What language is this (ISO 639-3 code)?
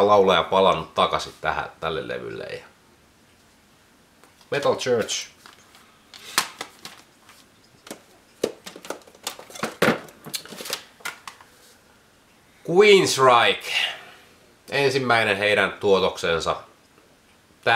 fin